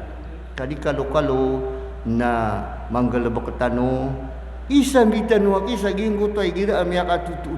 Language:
Maranao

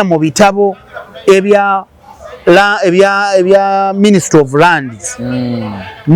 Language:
Ganda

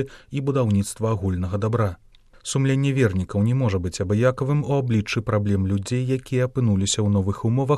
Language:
Belarusian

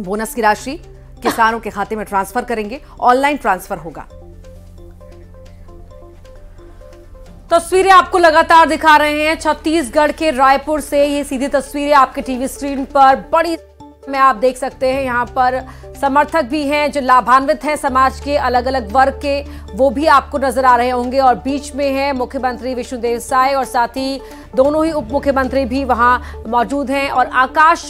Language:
Hindi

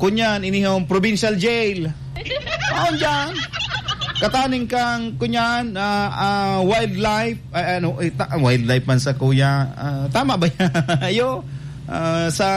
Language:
Bikol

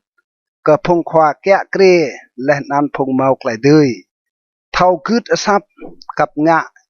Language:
Rade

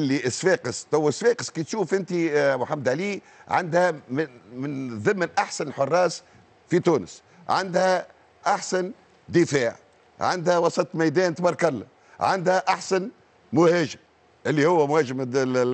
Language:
Tunisian Arabic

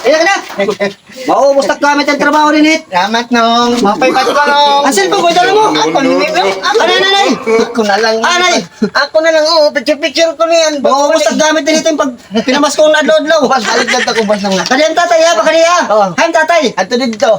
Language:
Waray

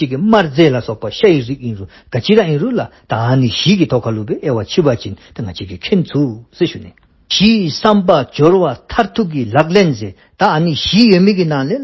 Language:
Dzongkha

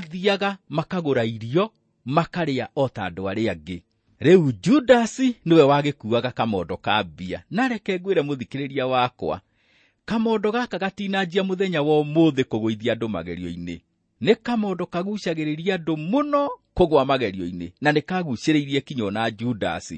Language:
Kikuyu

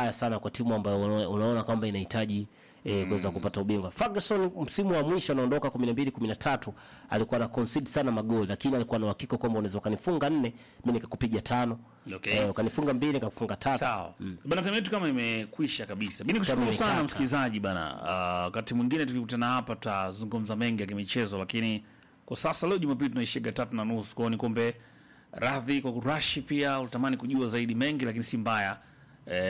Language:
Swahili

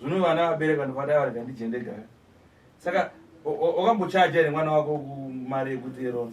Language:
Shona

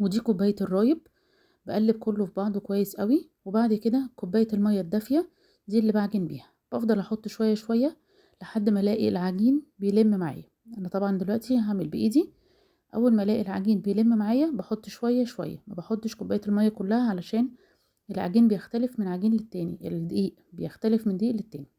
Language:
Egyptian Arabic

